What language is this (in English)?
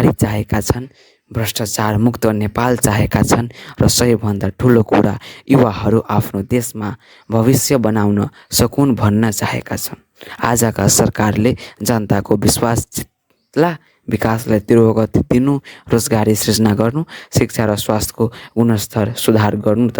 Nepali